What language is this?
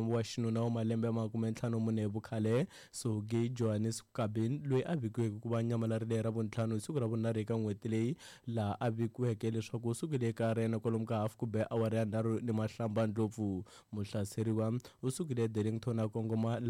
Tsonga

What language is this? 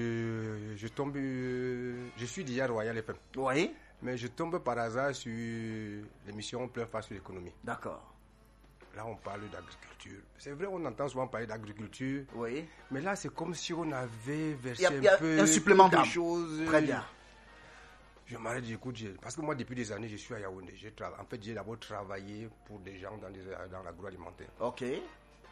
French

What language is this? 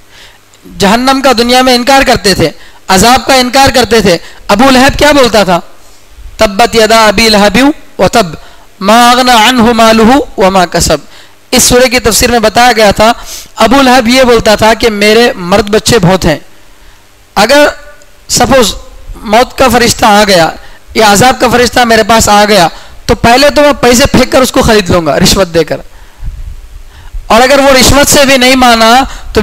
Urdu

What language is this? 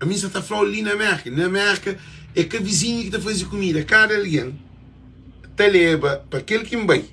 Kabuverdianu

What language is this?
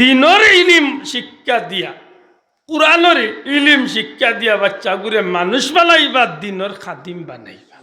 Sylheti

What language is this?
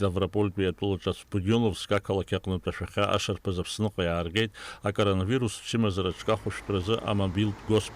Abkhazian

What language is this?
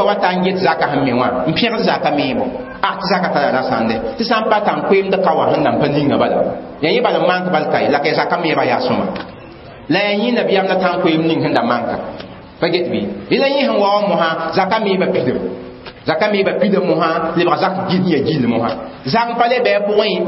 Mossi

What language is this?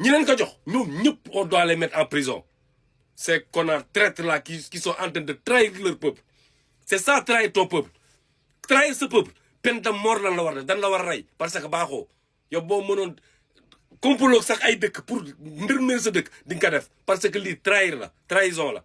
Wolof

